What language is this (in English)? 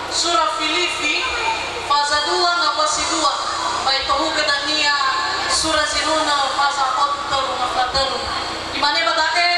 Nias